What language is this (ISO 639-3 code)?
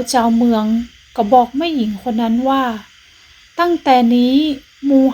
nod